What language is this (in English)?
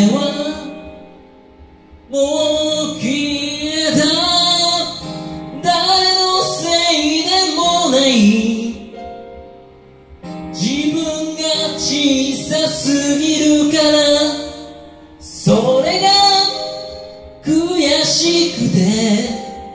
Japanese